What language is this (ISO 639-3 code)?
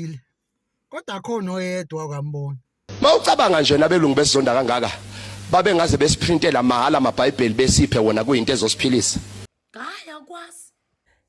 zul